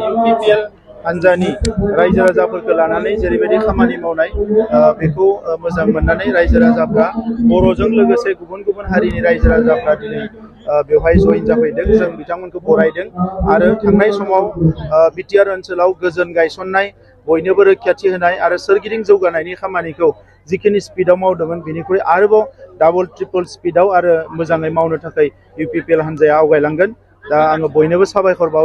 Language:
Bodo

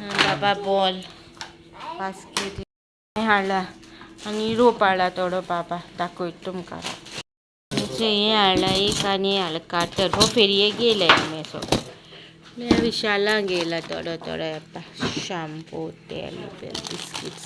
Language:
Konkani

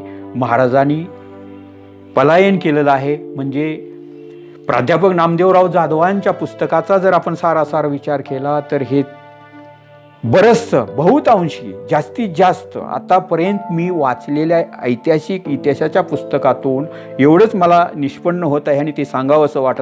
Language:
Marathi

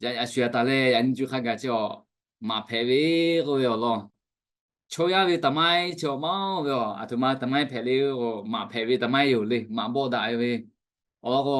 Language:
Lahu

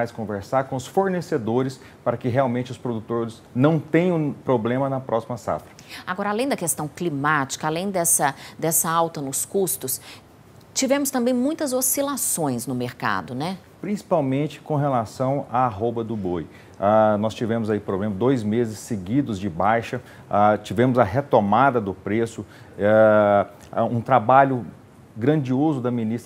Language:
Portuguese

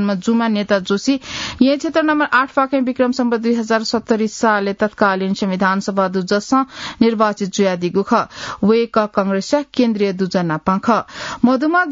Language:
Newari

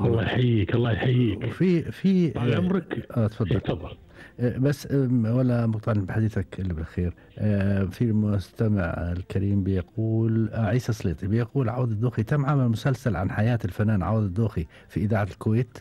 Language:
Gulf Arabic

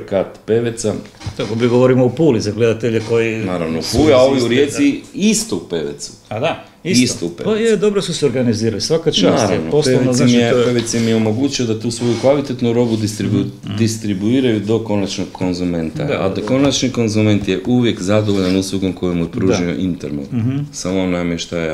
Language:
Croatian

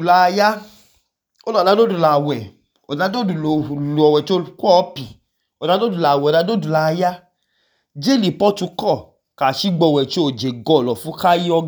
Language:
Idoma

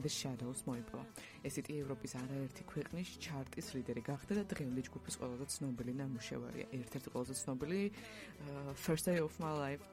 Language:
Georgian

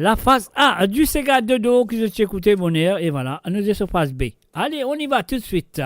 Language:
Morisyen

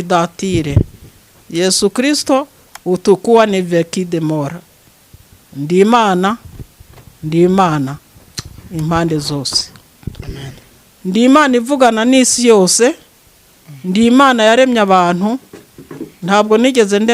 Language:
Kinyarwanda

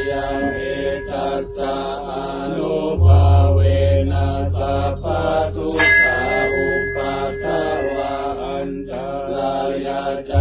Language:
Pali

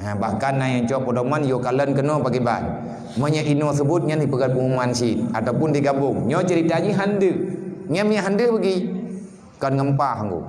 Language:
Achinese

